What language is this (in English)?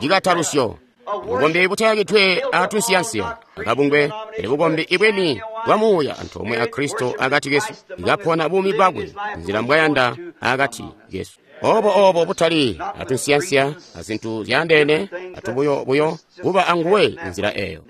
Tonga (Zambia)